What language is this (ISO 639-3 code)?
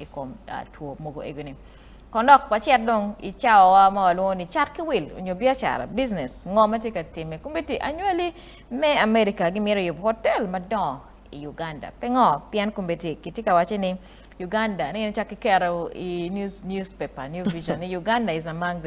ach